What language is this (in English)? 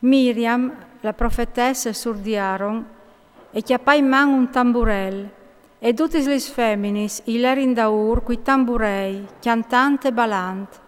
Friulian